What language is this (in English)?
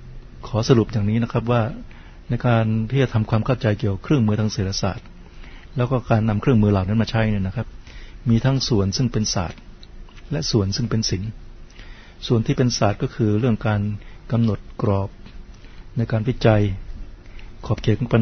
Thai